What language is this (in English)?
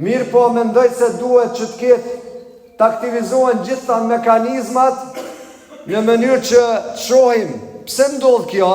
Albanian